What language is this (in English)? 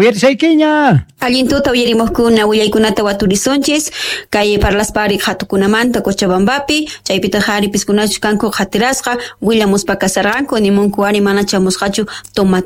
South Bolivian Quechua